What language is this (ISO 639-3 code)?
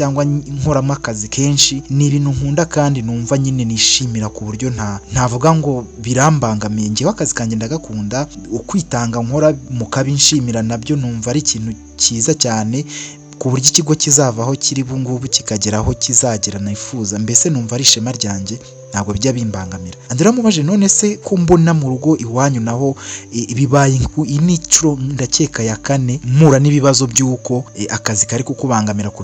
kin